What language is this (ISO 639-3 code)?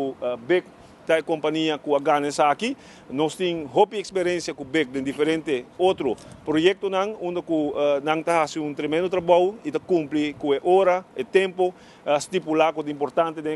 pap